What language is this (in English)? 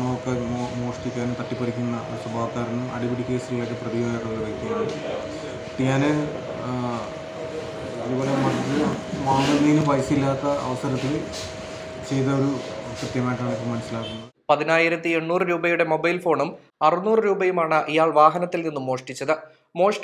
Malayalam